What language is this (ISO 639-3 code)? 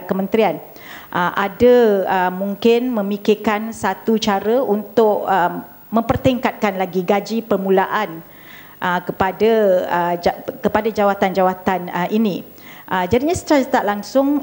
msa